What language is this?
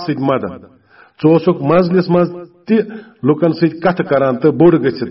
Kashmiri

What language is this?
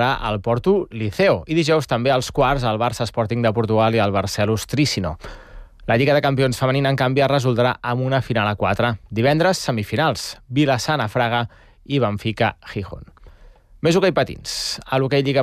Catalan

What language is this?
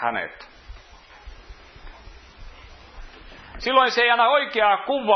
Finnish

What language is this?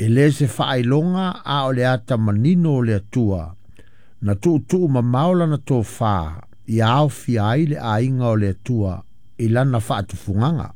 Samoan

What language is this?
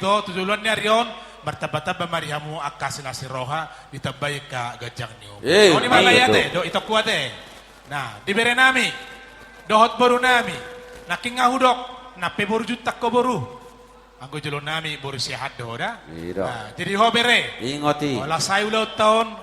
Batak Toba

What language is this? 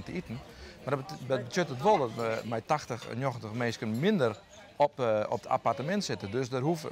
Western Frisian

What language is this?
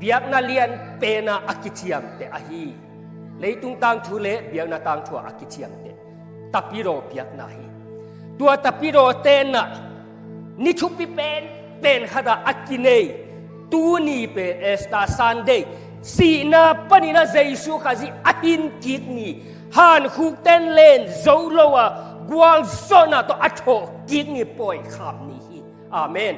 Tedim Chin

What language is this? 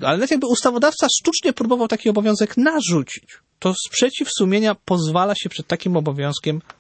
Polish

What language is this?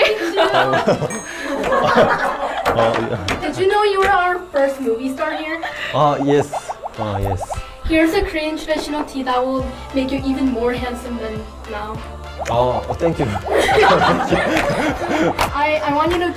Korean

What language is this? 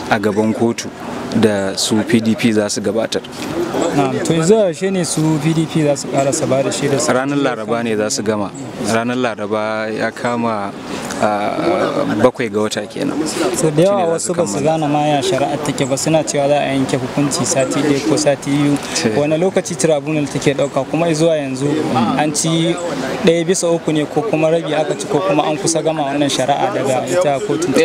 Hausa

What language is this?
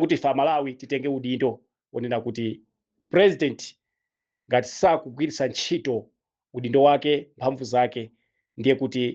Nyanja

